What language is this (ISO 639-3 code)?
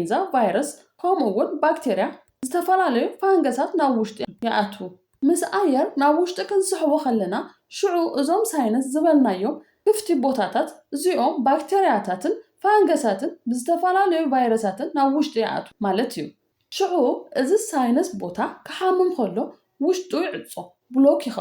tir